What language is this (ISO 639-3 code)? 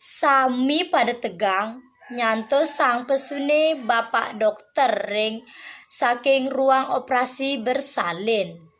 ban